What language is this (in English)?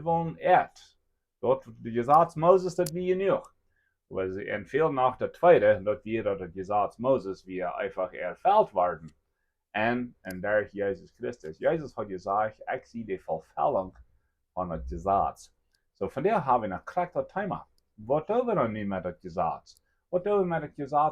Plautdietsch